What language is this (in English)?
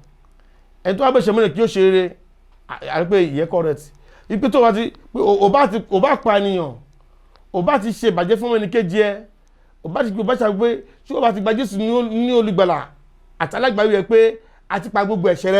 Yoruba